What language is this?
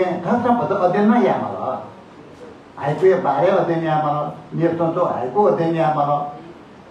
Newari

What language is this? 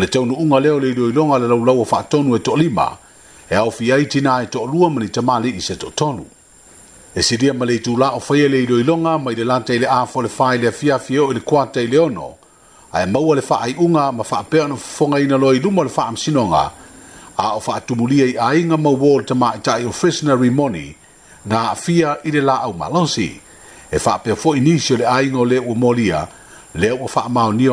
Samoan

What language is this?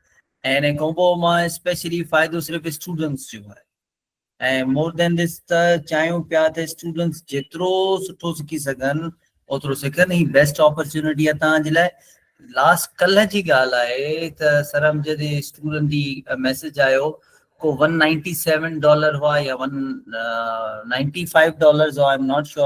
Sindhi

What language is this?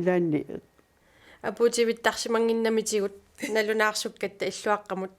Kalaallisut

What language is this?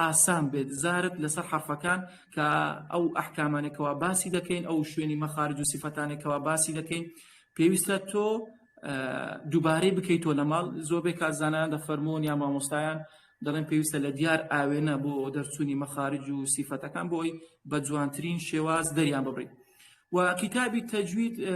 Central Kurdish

